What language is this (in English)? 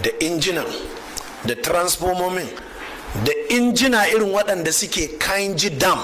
Hausa